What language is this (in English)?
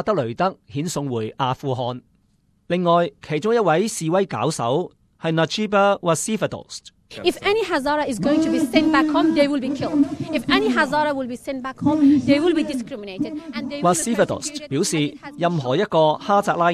Cantonese